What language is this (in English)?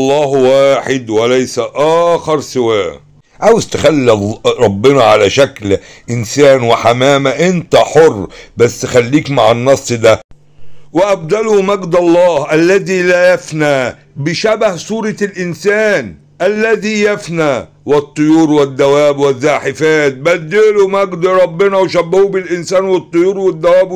Egyptian Arabic